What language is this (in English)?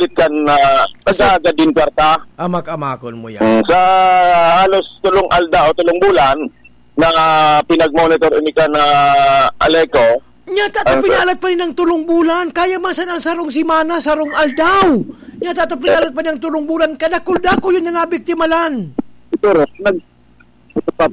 Bikol